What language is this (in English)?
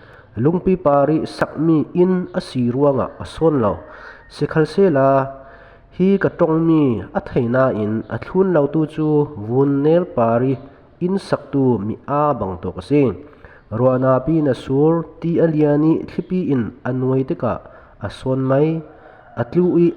Falam Chin